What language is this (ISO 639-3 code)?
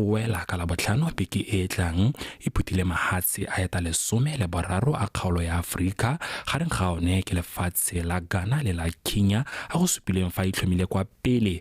tsn